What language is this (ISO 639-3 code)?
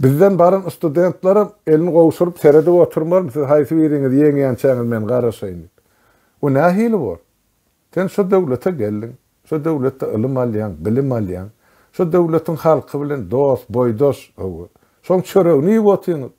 tuk